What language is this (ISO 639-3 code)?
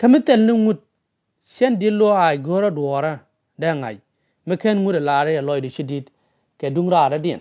nus